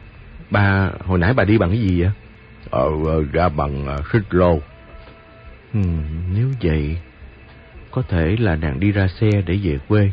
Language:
Vietnamese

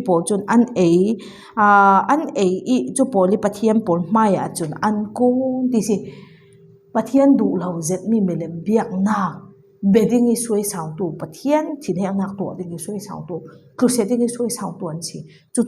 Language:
Falam Chin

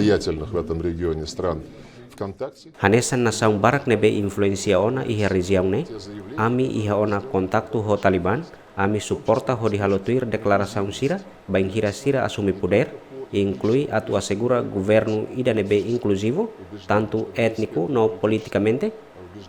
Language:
Tetum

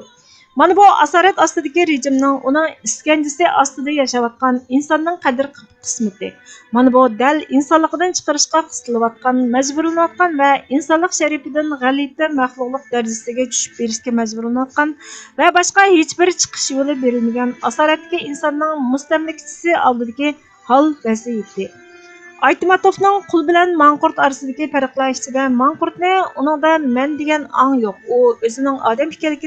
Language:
Uyghur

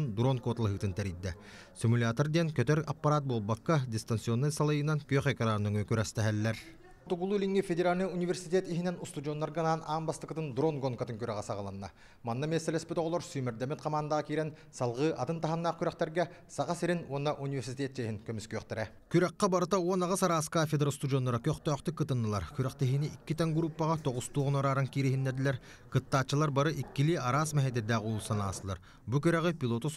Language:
Yakut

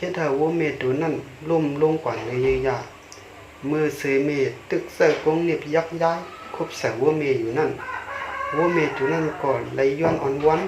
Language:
Shan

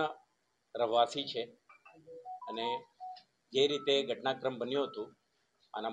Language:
Gujarati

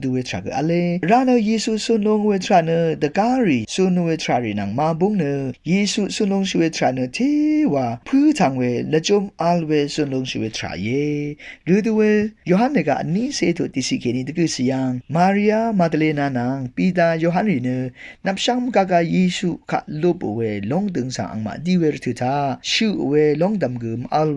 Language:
Rawang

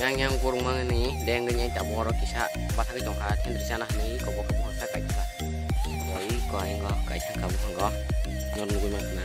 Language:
Kok Borok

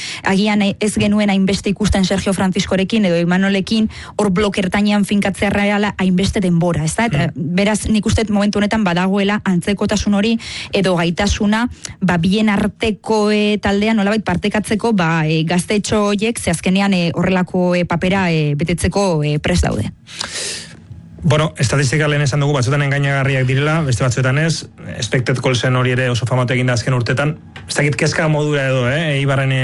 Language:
Basque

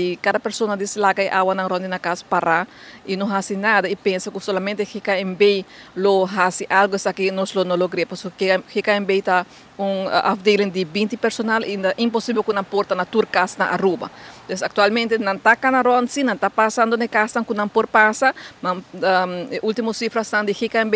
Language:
Papiamento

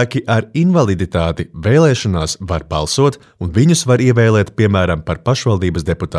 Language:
Latvian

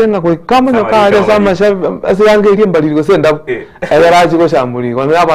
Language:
Gusii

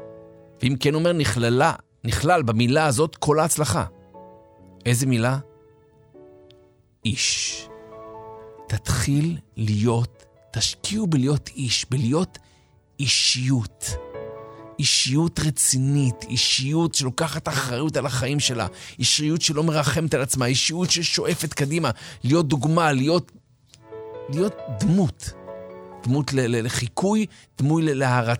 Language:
Hebrew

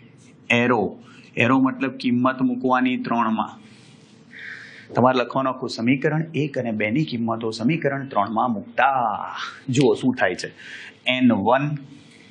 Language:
Gujarati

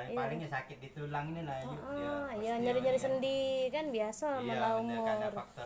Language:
Musi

